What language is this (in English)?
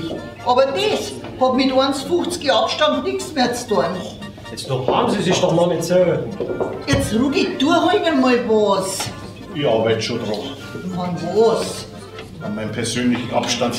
Bavarian